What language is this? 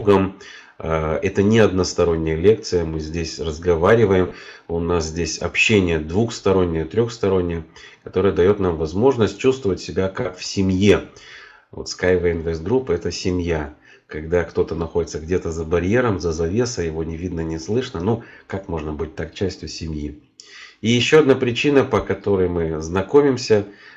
Russian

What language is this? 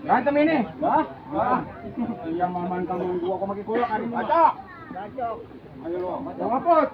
Betawi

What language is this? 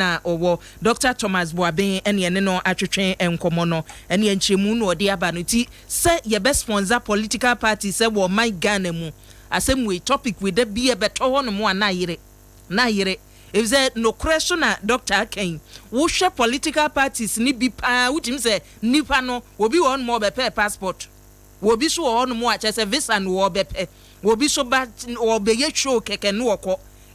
Akan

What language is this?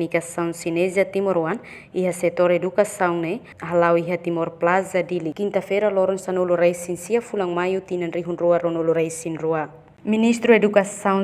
Tetum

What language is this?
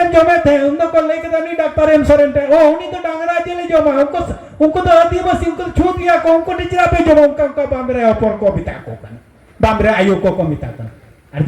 Santali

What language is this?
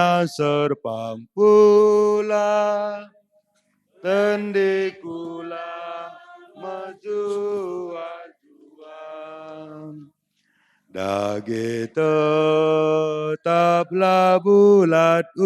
Batak Karo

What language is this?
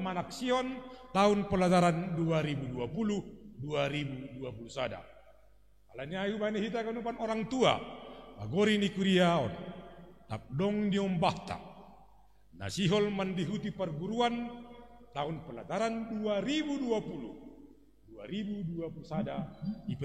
Batak Simalungun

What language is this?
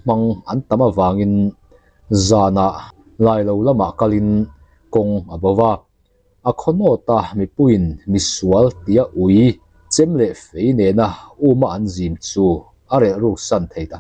Mizo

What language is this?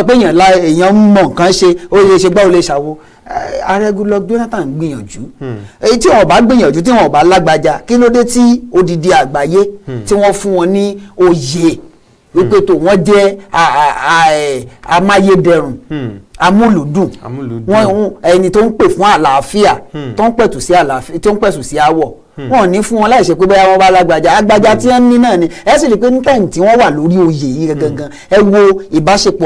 Yoruba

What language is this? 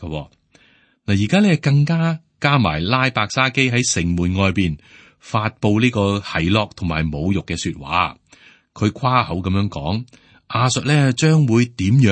Cantonese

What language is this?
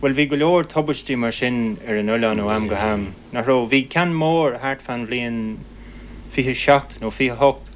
Irish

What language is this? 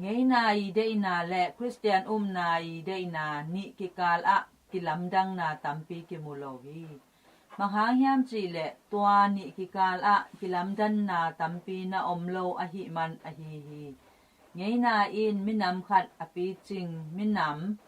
Tedim Chin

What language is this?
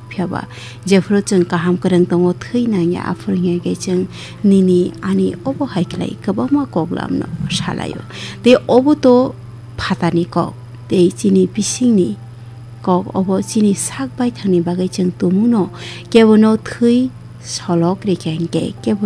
Kok Borok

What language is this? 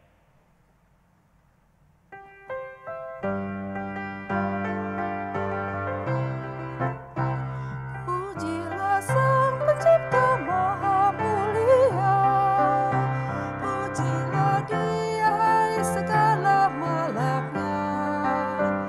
Indonesian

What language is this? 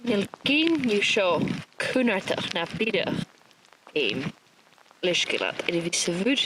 Scottish Gaelic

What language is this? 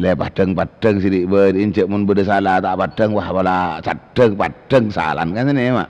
Madurese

